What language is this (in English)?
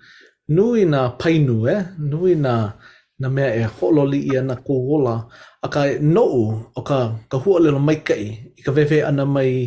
Hawaiian